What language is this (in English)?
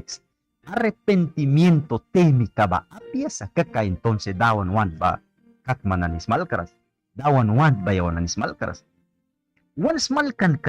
Mískito